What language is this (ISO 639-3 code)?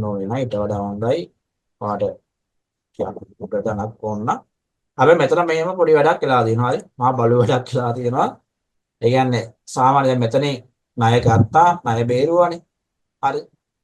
sin